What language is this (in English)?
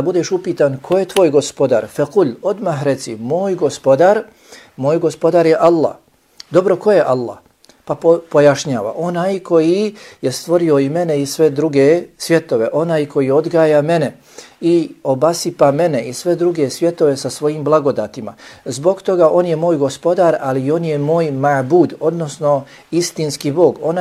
Bosnian